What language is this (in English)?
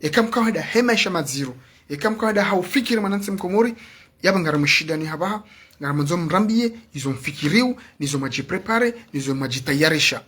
Ngazidja Comorian